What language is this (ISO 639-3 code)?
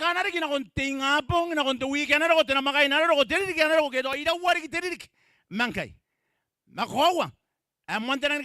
gil